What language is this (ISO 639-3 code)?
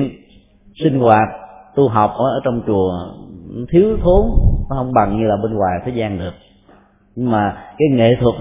vie